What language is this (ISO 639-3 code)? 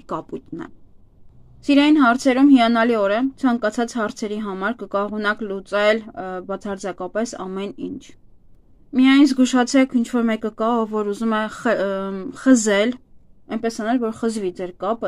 hye